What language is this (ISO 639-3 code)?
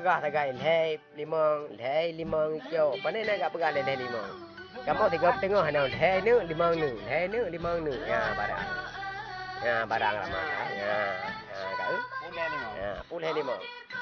ace